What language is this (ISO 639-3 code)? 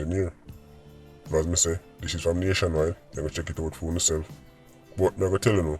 jam